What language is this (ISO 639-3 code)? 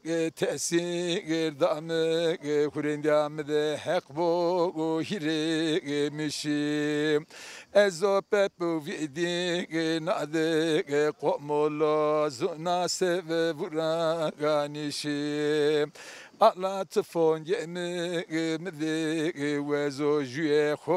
zza